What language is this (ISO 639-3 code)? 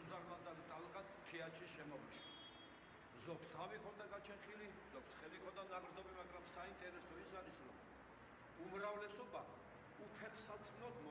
kat